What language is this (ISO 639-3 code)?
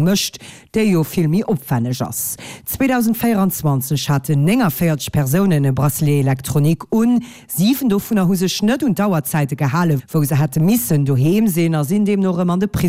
ltz